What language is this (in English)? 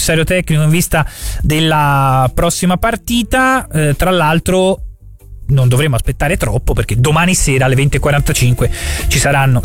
Italian